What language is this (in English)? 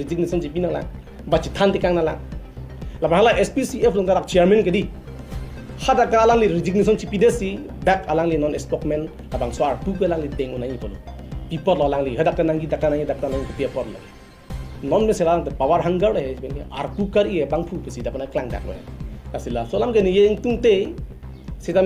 Karbi